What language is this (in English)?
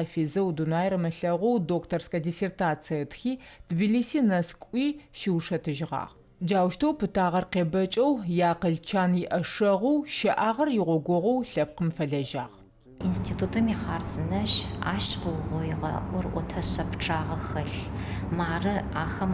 Adyghe